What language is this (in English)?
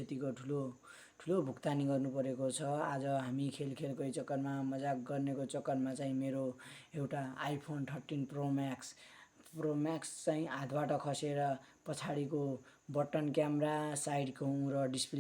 Nepali